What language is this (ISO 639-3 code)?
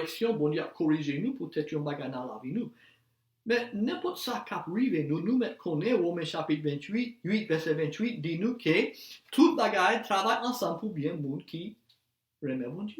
hat